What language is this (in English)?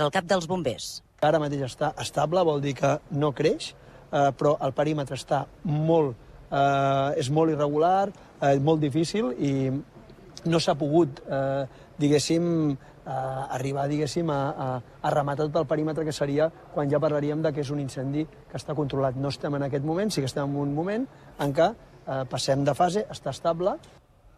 Catalan